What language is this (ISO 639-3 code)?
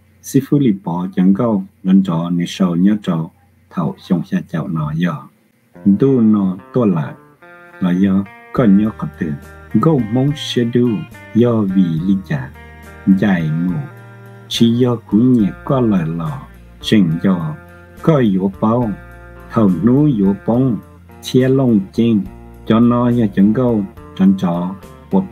hmn